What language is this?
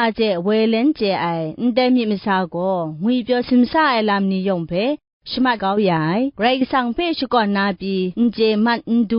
Kachin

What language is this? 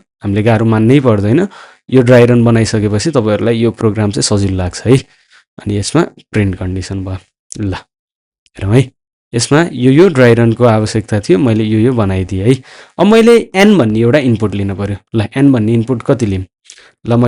Nepali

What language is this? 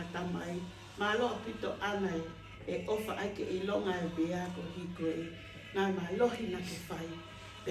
Tongan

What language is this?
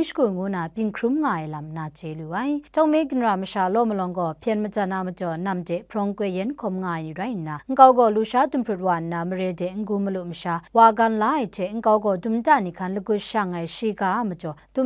Kachin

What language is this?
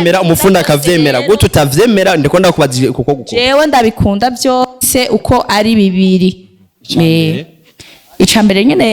Rundi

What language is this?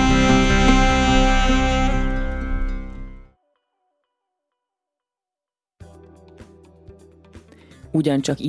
Hungarian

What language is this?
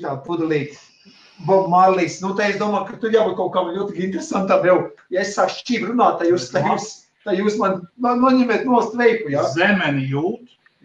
Latvian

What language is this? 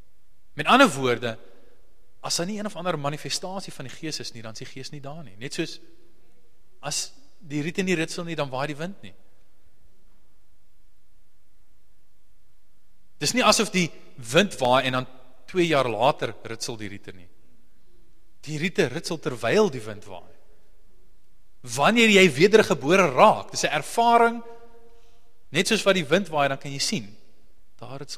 Afrikaans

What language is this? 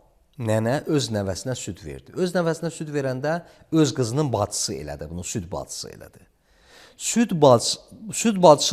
Azerbaijani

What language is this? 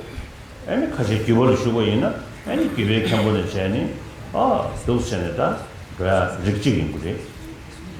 Tibetan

